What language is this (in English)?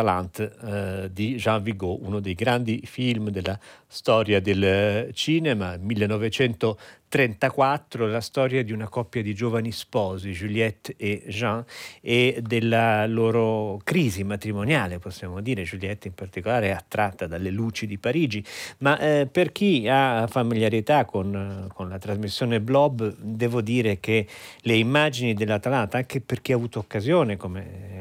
Italian